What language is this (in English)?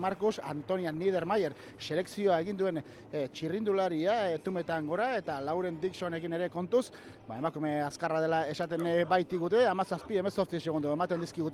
Basque